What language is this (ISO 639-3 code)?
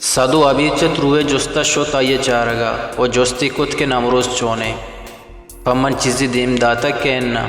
bal